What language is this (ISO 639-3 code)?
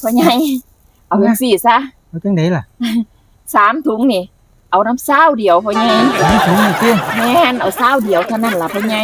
tts